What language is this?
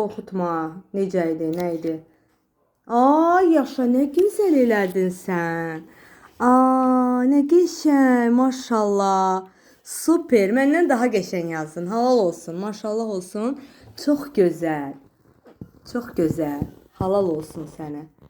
Azerbaijani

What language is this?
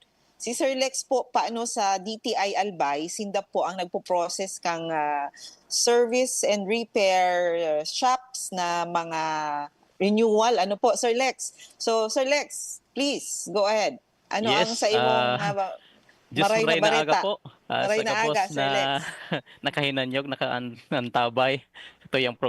Bikol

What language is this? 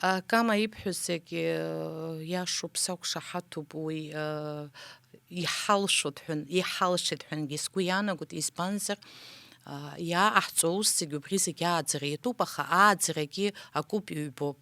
Abkhazian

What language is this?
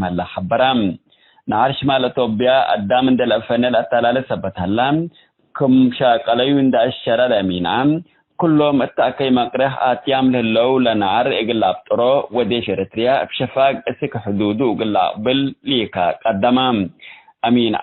Tigre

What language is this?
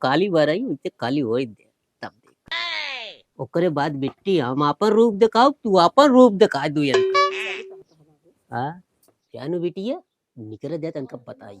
Awadhi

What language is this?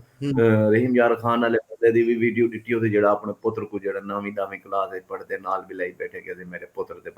Saraiki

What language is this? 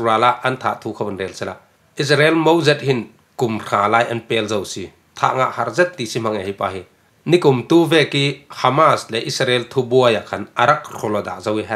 Falam Chin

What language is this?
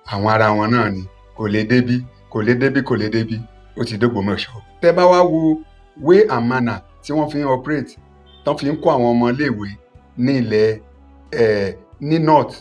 Yoruba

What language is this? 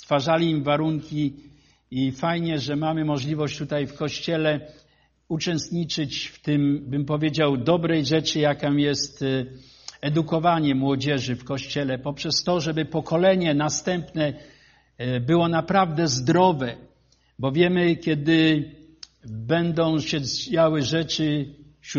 Polish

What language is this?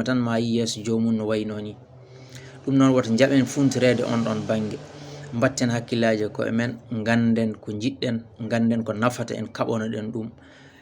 Fula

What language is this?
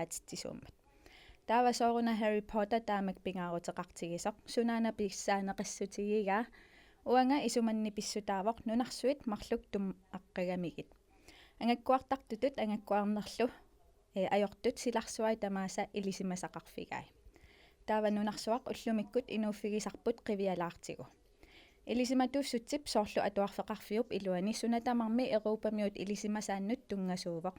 Kalaallisut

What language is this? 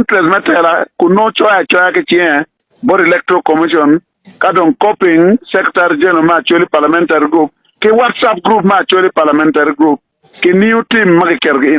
Acoli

